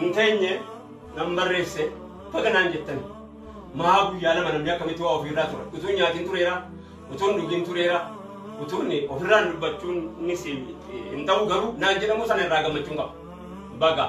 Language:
Oromo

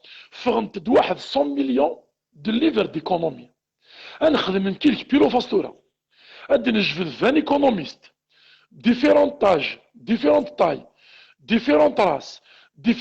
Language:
Kabyle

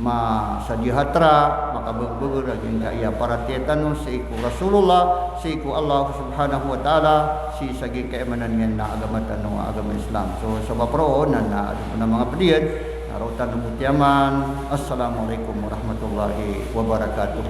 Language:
Maranao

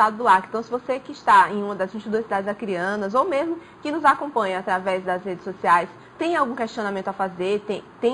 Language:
Portuguese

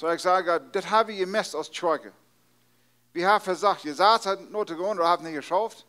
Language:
Plautdietsch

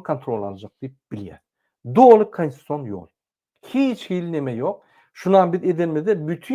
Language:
Turkmen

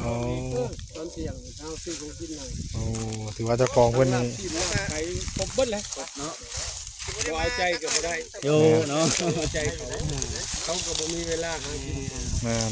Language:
Northeastern Thai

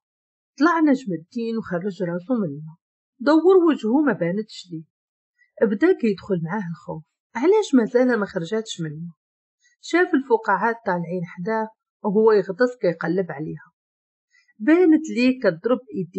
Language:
Moroccan Arabic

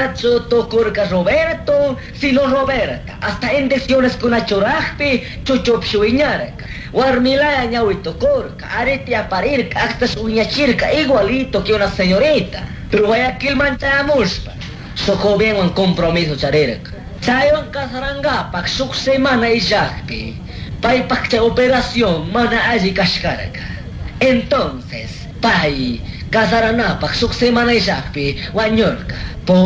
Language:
Chimborazo Highland Quichua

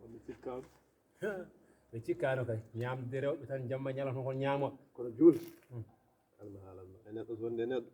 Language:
Fula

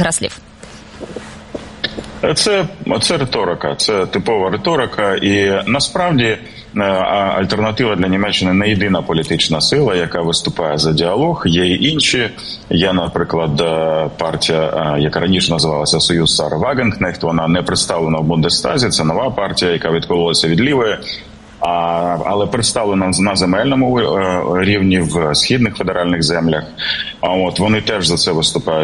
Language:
Ukrainian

